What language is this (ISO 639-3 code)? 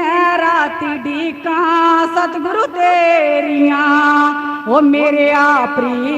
doi